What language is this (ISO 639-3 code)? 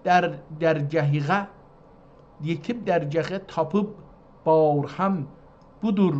azb